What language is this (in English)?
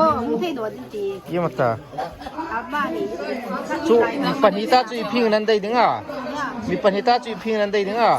Hmar